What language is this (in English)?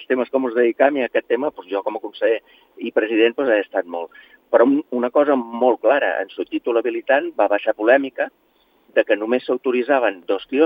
Catalan